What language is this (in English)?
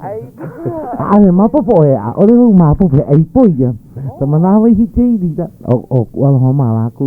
Hawaiian